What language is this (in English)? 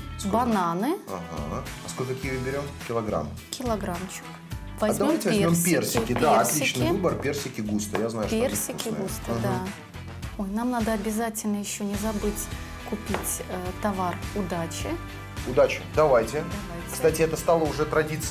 Russian